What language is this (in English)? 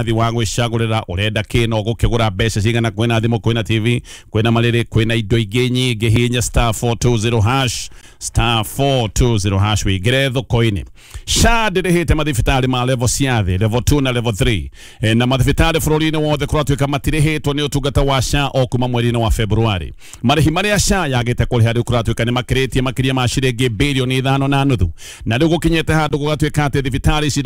Kikuyu